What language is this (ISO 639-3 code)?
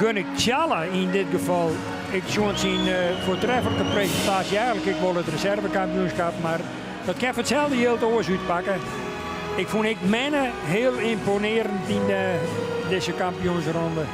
fry